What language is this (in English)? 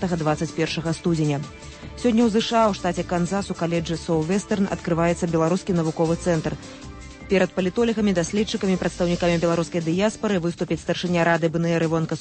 Belarusian